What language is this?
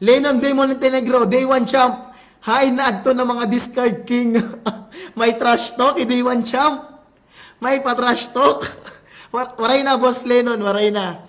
Waray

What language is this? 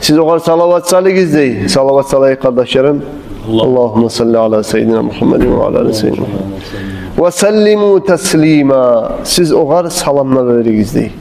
Kumyk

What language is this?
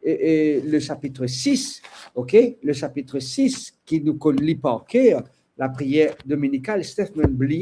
Morisyen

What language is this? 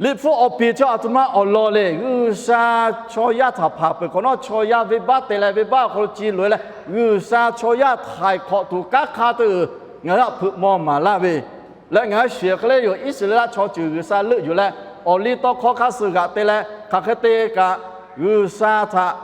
Lahu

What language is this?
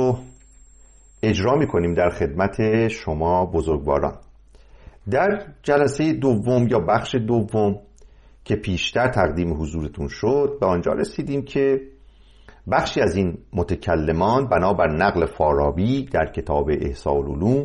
Persian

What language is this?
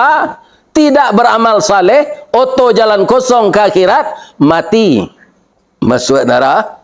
Minangkabau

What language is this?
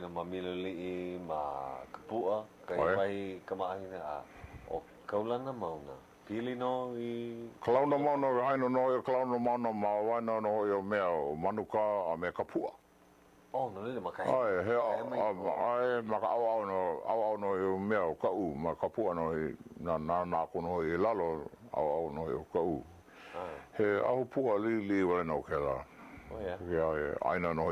Hawaiian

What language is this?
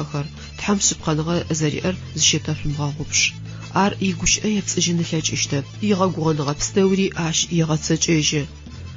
Adyghe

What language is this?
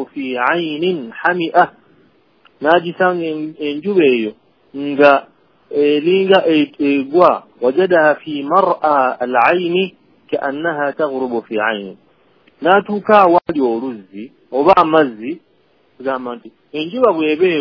Ganda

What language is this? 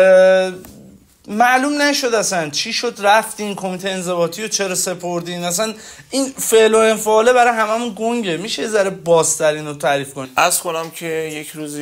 Persian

